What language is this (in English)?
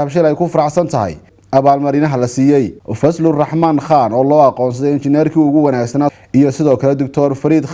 Somali